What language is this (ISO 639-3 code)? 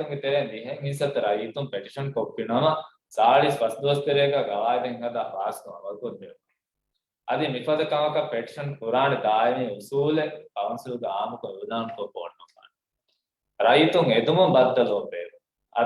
div